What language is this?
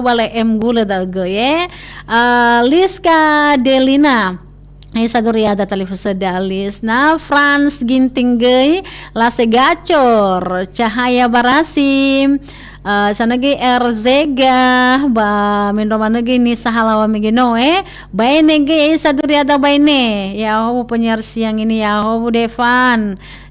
Nias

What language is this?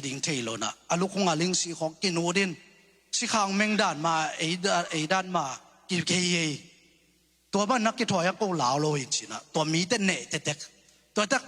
Tedim Chin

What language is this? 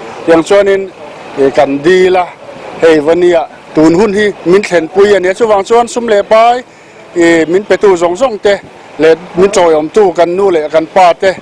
Mizo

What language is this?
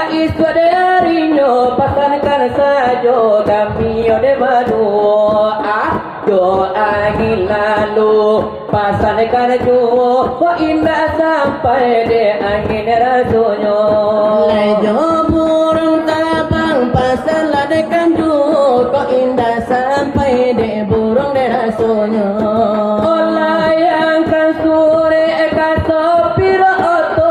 Minangkabau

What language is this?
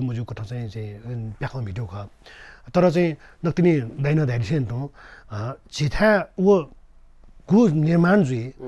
Newari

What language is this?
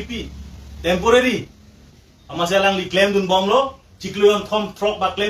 Karbi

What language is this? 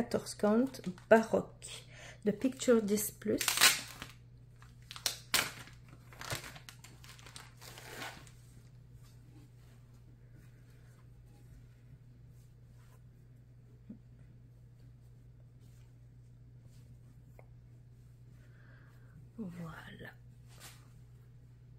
French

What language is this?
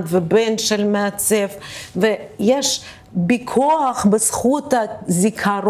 Hebrew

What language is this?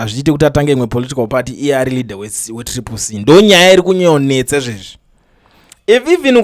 Shona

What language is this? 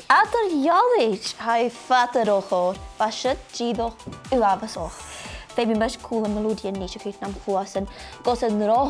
Scottish Gaelic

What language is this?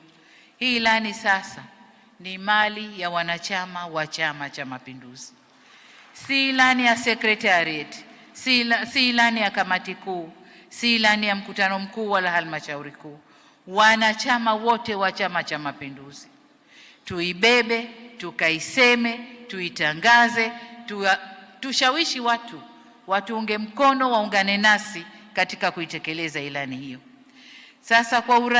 Swahili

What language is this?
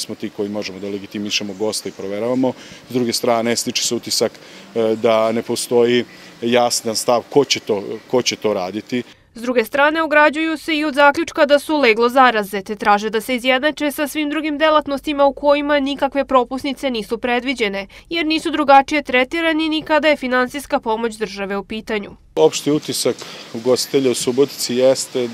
Serbian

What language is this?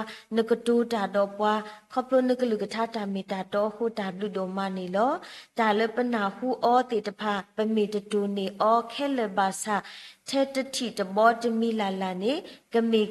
S'gaw Karen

